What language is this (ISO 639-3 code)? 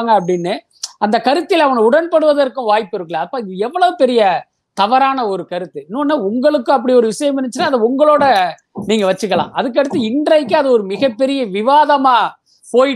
tam